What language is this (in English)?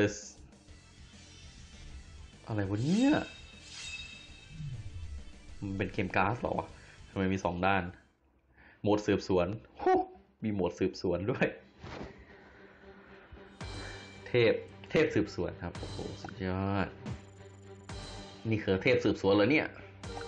Thai